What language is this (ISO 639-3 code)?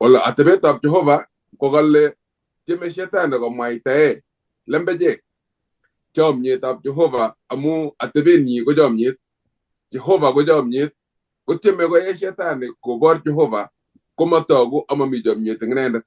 kln